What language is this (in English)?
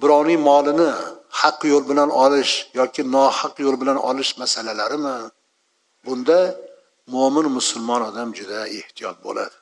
Uzbek